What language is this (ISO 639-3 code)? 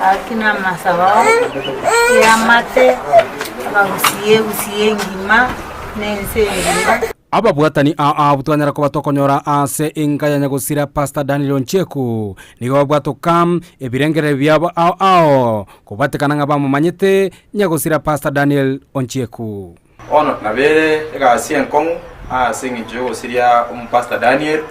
guz